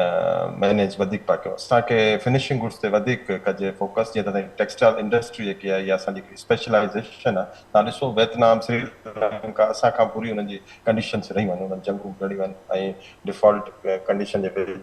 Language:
Sindhi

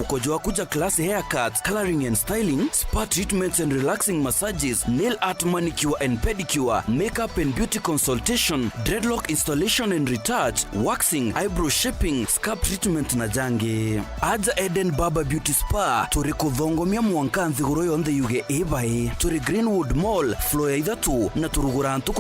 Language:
Meru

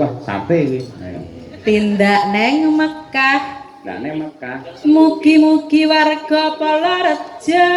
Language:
Javanese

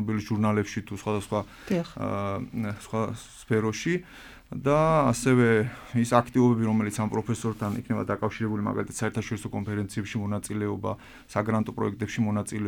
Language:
Georgian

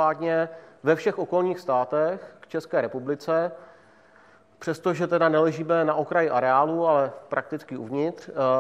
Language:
Czech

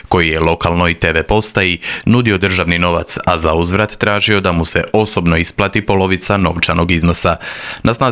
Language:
Croatian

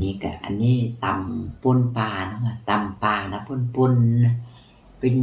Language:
Northeastern Thai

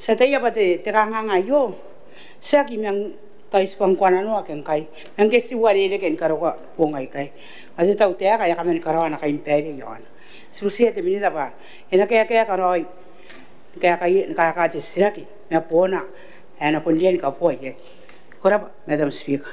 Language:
Gilbertese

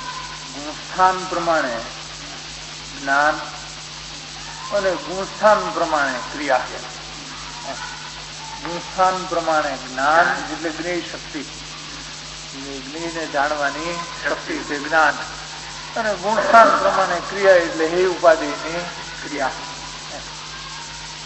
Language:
Gujarati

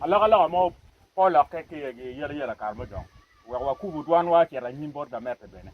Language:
Acoli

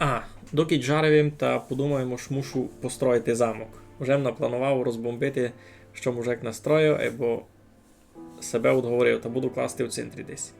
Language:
Rusyn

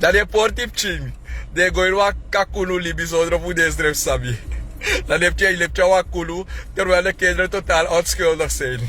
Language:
Sranan Tongo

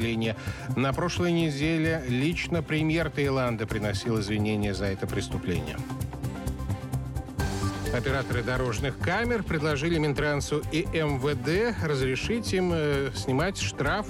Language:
Russian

